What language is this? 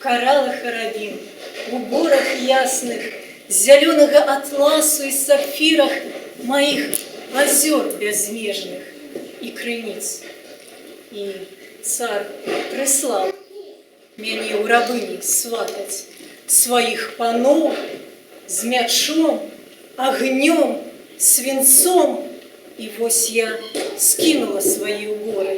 Belarusian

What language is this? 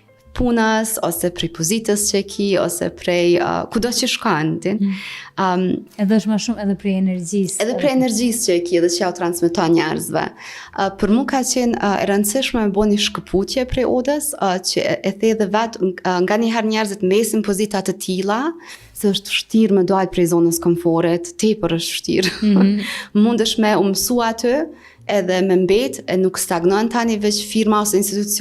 Albanian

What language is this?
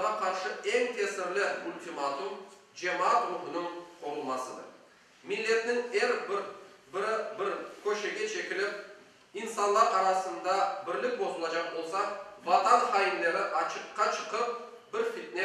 Crimean Tatar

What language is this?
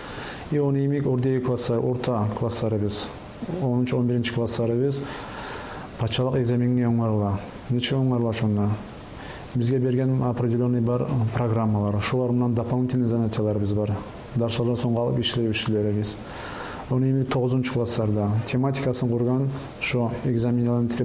Kumyk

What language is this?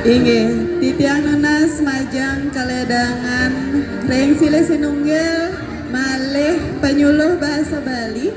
Balinese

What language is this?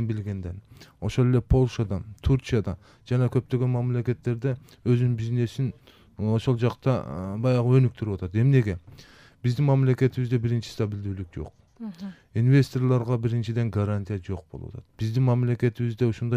Kyrgyz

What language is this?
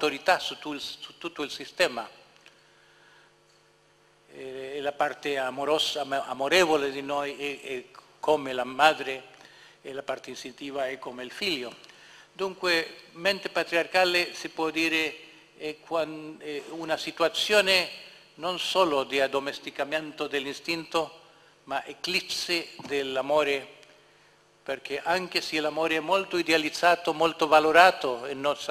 Italian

